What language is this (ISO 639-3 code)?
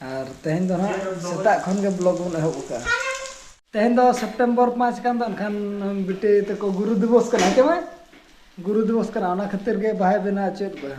sat